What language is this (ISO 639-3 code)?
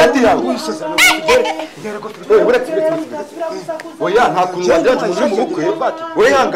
kin